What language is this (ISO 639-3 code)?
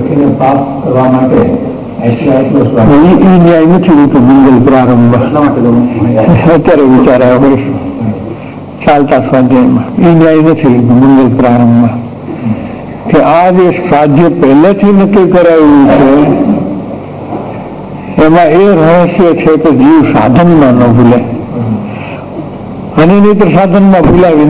guj